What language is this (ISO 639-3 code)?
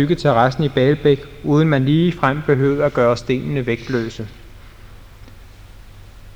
dan